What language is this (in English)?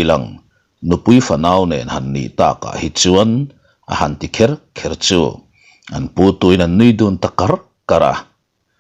Mizo